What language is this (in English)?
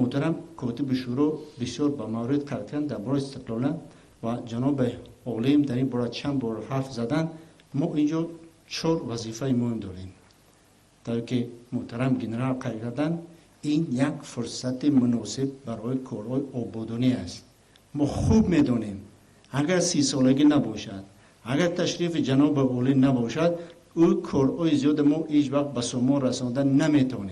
Tajik